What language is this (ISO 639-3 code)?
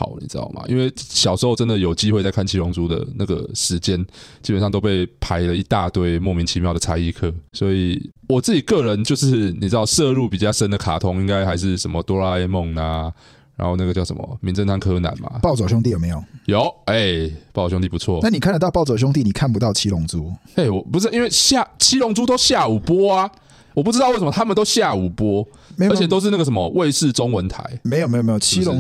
zho